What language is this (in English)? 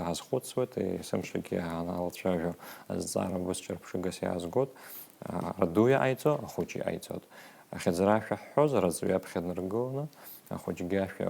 Abkhazian